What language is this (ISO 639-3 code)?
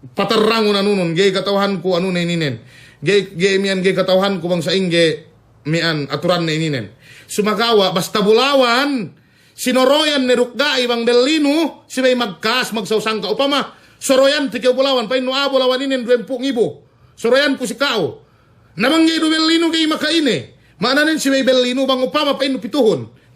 yka